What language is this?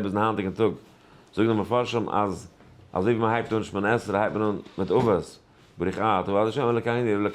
Yiddish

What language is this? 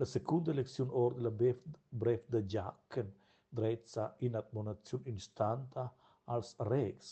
Romansh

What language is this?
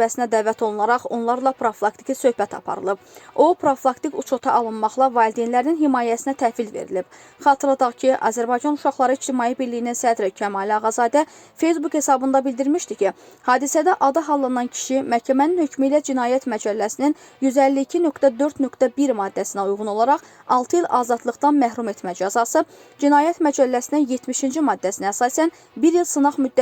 Azerbaijani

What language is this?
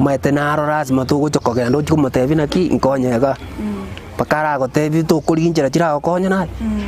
Gusii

